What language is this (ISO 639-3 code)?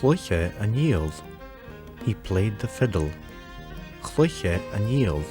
gla